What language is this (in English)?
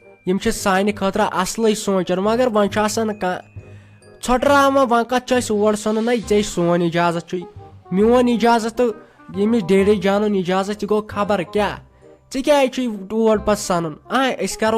Kashmiri